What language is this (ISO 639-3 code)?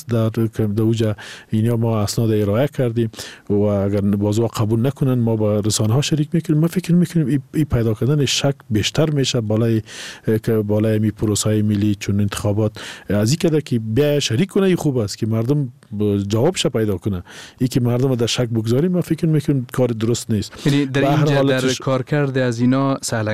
fas